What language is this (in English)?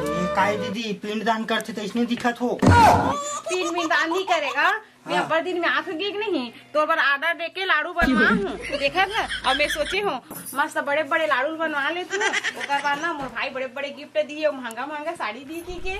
Chhattisgarhi